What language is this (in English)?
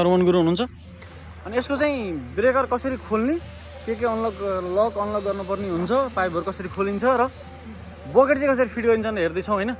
Nepali